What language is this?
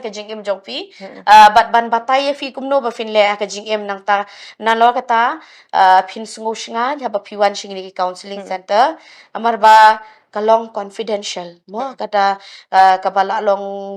Khasi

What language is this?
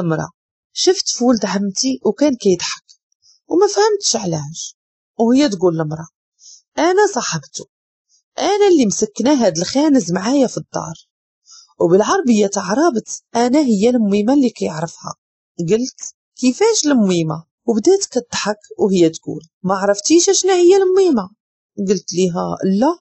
Moroccan Arabic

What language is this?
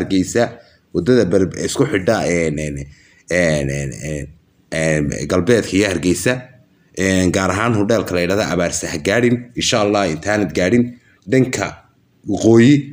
Somali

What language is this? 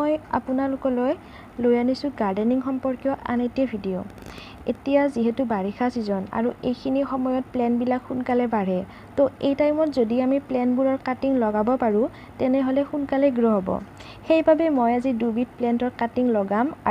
Assamese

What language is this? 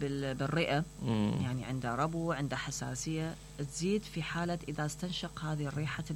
Mesopotamian Arabic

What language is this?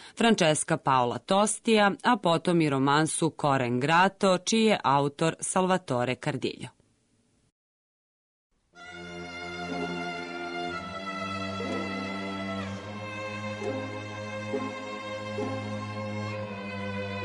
Serbian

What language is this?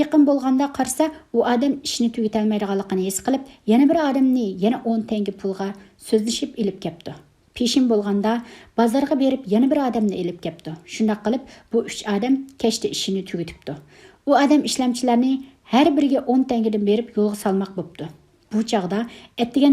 Uyghur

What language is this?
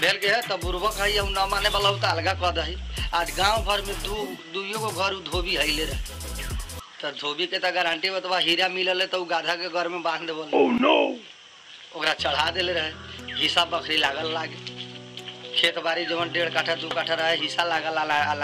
Bhojpuri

